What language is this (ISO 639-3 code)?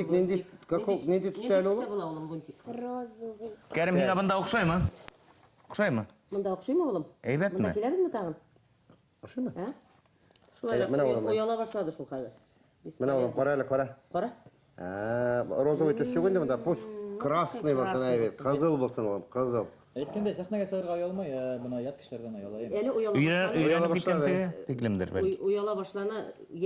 bak